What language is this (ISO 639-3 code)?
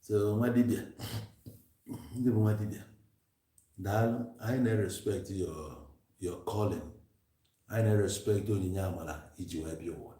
ibo